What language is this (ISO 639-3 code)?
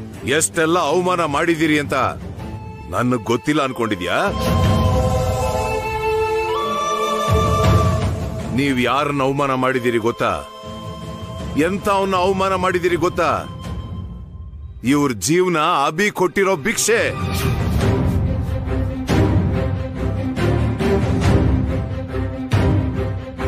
kan